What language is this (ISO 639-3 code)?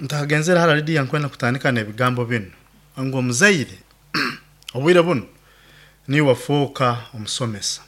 nyo